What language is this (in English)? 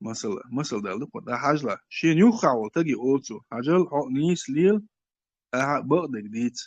Chechen